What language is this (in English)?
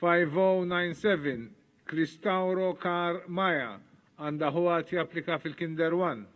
Maltese